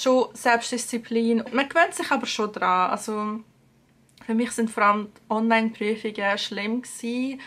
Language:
Swiss German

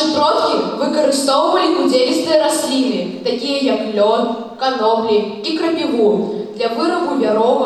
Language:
Belarusian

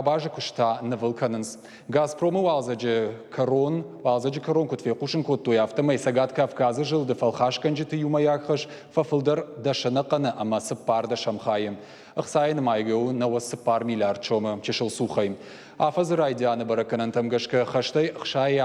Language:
Ossetic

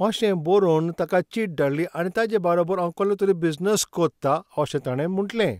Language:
Konkani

